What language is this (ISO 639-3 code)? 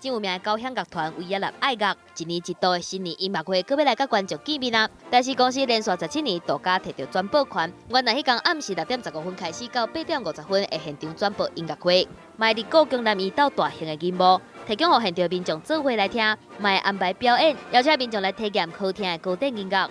nan